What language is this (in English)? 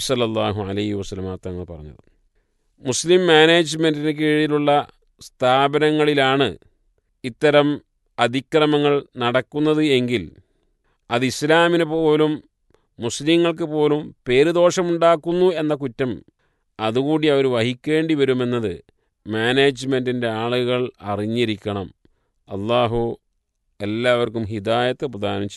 Malayalam